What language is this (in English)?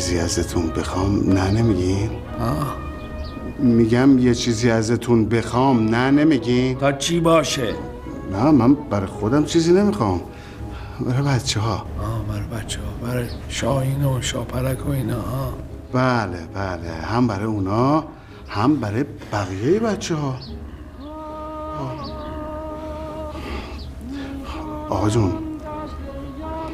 Persian